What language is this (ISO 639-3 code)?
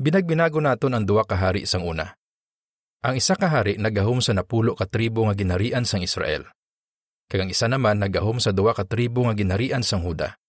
hil